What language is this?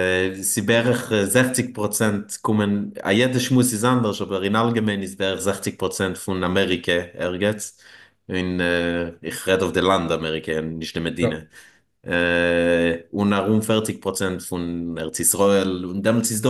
Yiddish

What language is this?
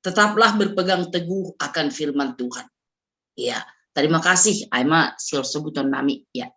Batak Simalungun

